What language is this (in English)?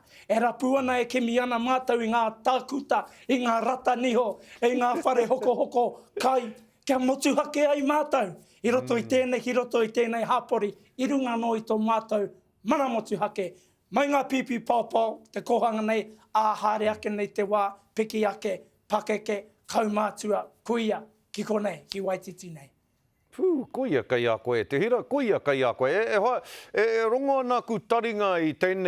Māori